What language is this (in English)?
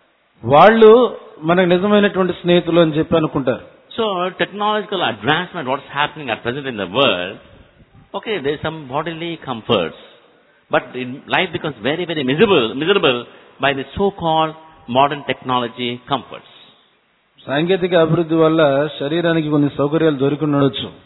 Telugu